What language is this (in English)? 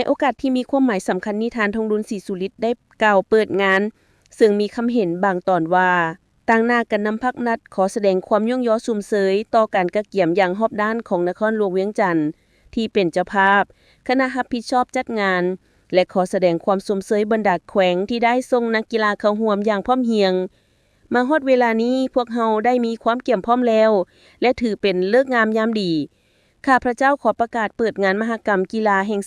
Lao